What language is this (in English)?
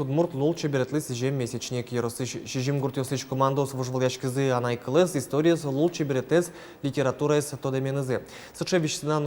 Udmurt